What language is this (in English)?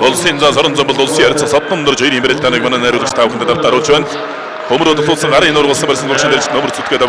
Mongolian